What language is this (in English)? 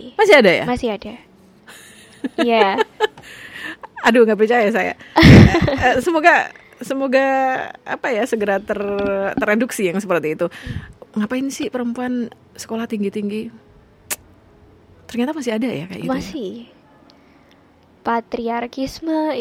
Indonesian